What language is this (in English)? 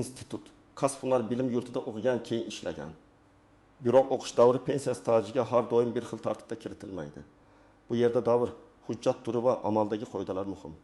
Uzbek